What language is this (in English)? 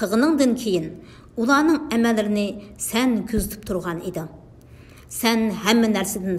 Uyghur